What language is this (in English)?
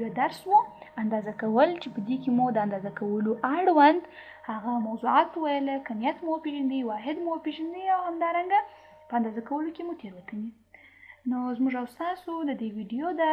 Pashto